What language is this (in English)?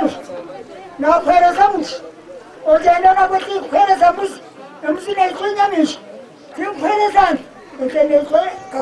Nyankole